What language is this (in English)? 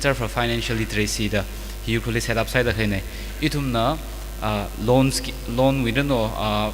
Tangkhul Naga (India)